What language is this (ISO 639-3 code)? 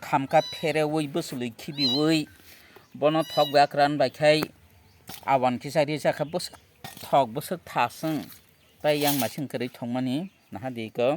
trp